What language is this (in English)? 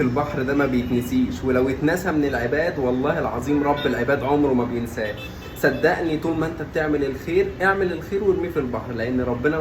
Egyptian Arabic